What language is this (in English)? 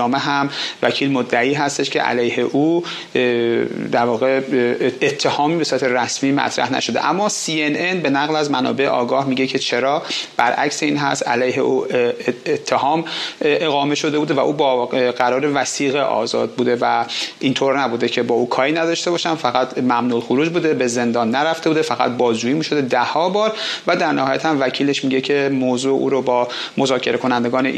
Persian